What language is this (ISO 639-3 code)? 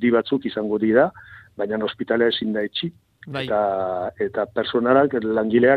eus